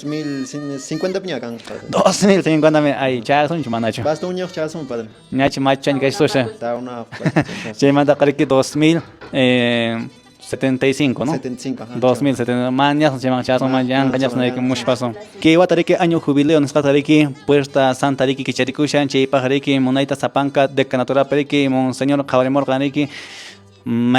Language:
Quechua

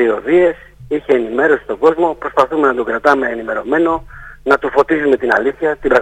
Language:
Greek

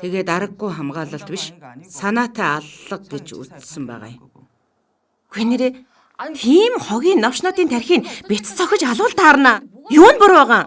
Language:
Mongolian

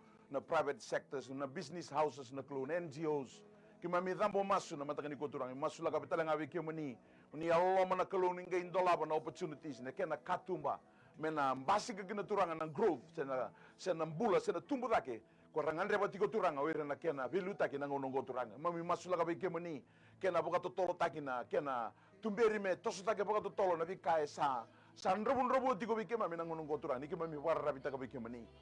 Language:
Fijian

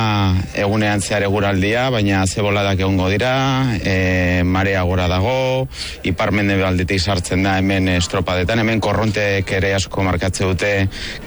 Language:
Basque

